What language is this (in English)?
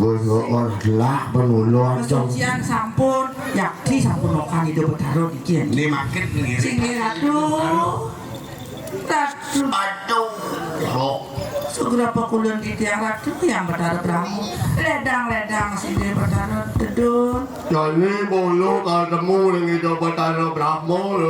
Balinese